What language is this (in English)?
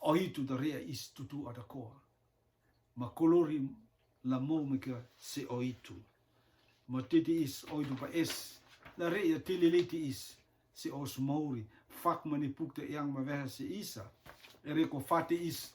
Rotuman